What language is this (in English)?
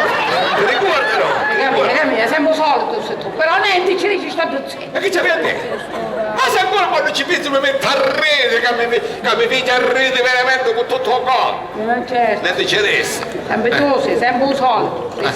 Sicilian